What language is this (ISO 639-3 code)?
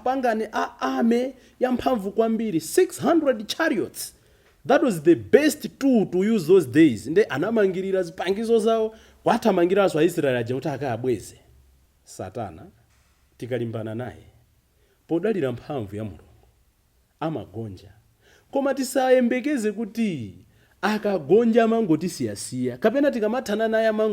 nya